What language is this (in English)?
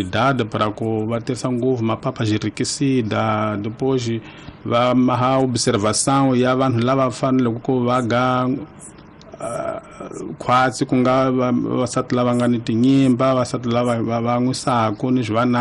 Tsonga